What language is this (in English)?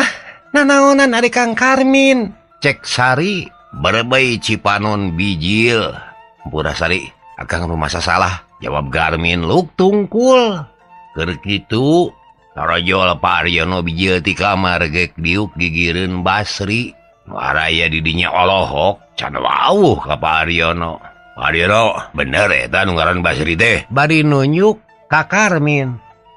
Sundanese